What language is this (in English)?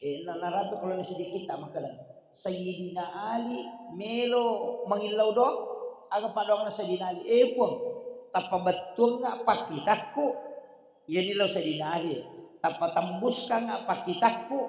Buginese